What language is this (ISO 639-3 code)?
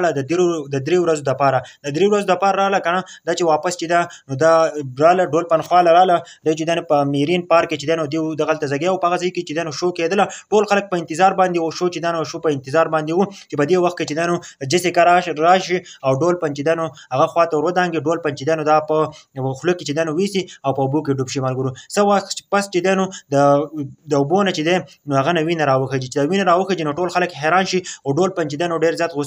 pus